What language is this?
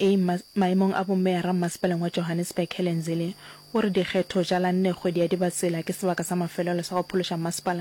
Northern Sotho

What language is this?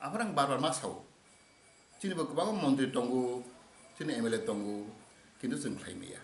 Kok Borok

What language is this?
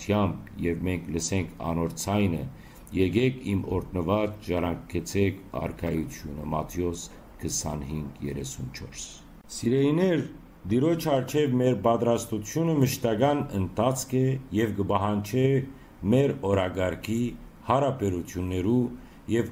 Western Armenian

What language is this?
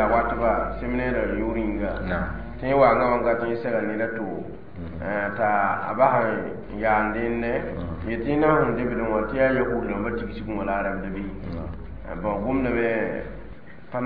Mossi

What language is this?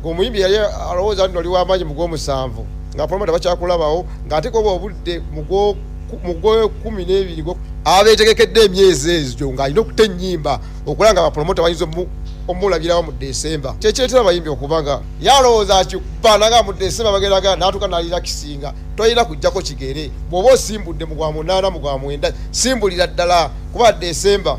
Ganda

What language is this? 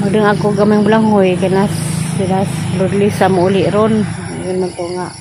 Cebuano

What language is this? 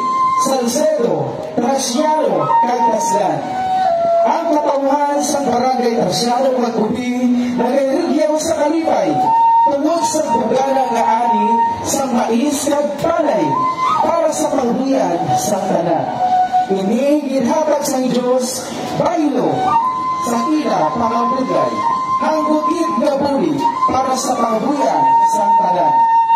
Hiligaynon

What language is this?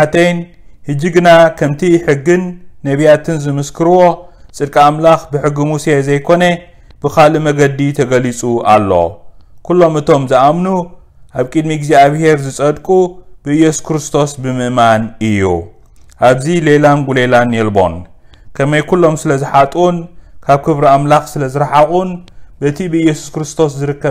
Tigrinya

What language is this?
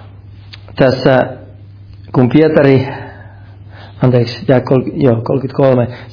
Finnish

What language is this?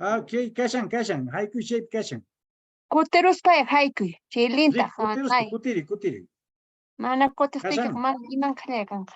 Quechua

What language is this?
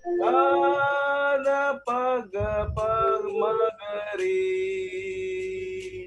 Telugu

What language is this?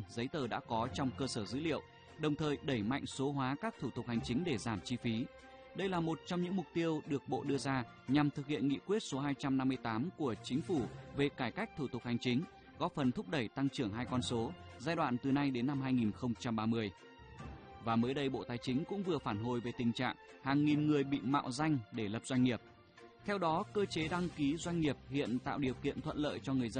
Vietnamese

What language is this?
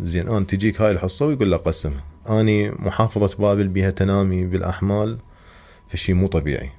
Mesopotamian Arabic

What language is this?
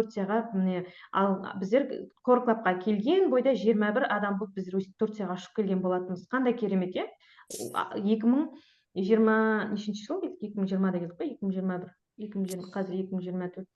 Kazakh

